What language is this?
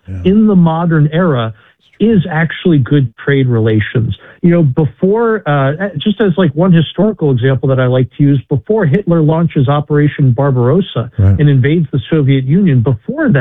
English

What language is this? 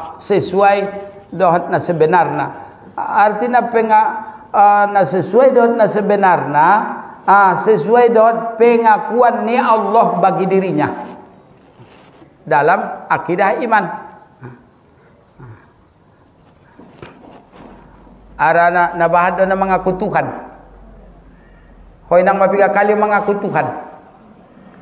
Batak Mandailing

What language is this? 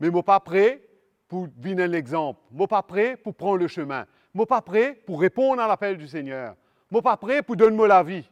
Morisyen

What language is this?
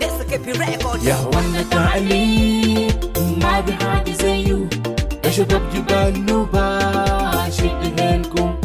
Moro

